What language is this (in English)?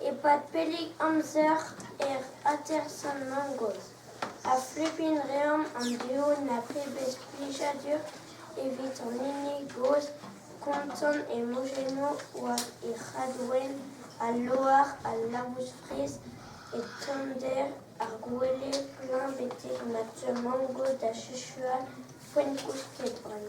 Breton